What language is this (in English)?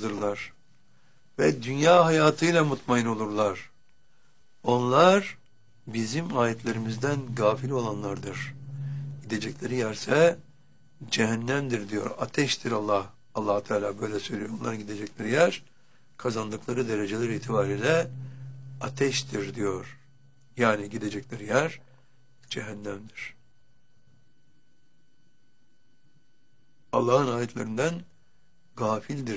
Turkish